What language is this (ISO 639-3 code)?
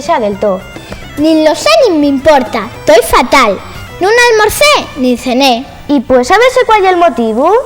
ast